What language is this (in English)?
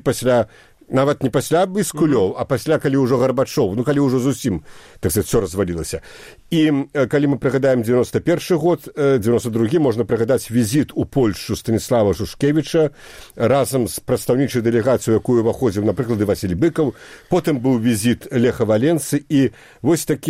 Belarusian